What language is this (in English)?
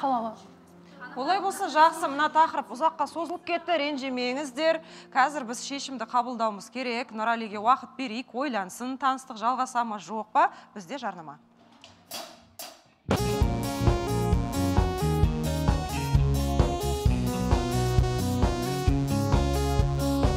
Kazakh